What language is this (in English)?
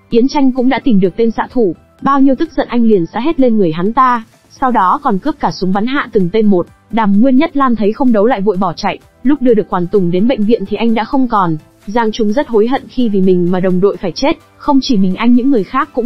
Vietnamese